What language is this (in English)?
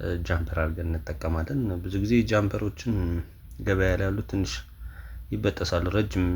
Amharic